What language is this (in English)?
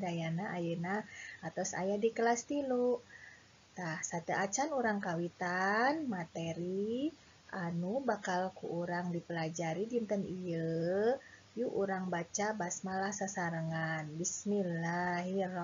Sundanese